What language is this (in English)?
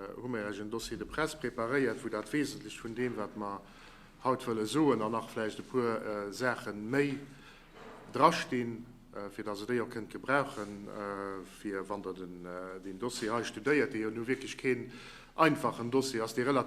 Luxembourgish